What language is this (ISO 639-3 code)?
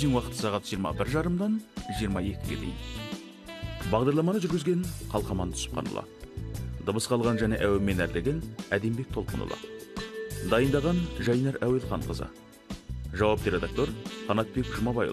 kaz